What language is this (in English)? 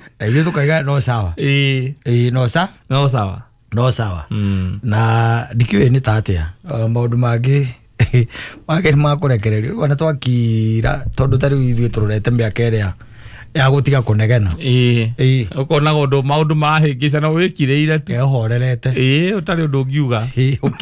Kikuyu